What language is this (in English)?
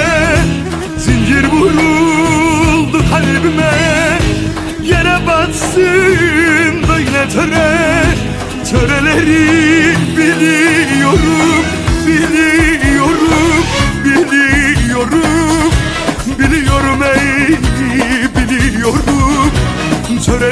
Turkish